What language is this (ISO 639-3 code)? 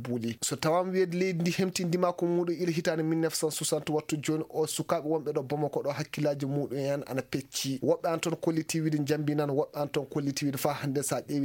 ful